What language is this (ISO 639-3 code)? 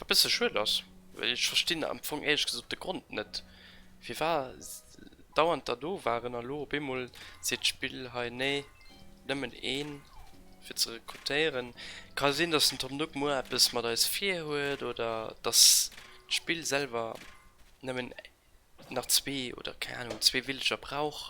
ltz